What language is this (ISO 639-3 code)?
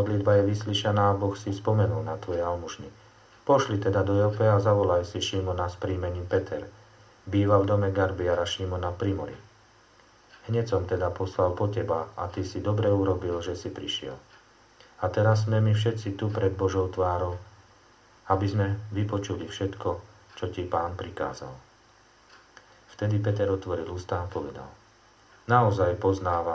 slk